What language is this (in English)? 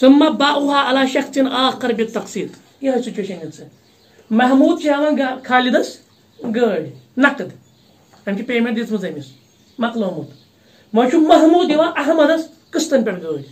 Kashmiri